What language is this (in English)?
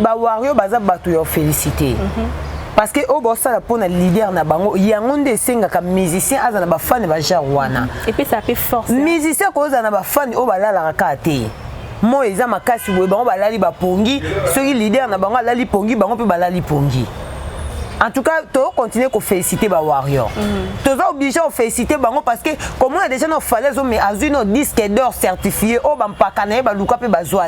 Lingala